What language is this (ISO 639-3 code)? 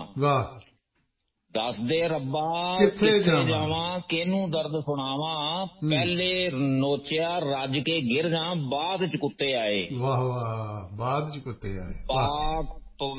pan